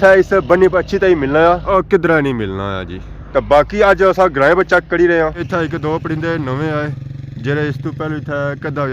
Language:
Pahari-Potwari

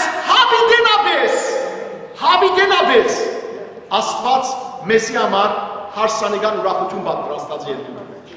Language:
Western Armenian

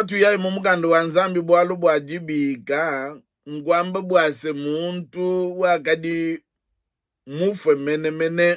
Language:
Luba-Lulua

